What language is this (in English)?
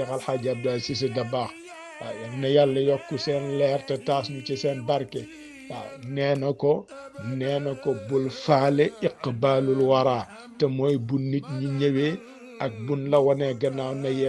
Wolof